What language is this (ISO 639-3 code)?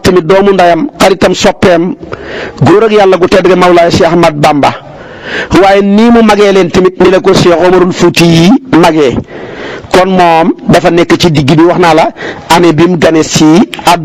wol